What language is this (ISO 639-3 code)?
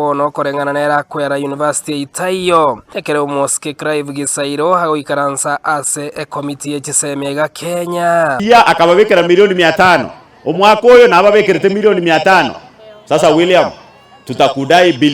guz